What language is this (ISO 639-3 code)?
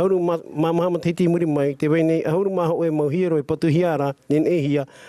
tah